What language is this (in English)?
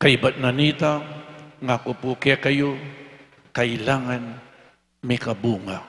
Pampanga